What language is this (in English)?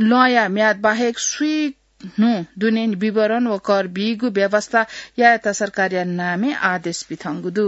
Newari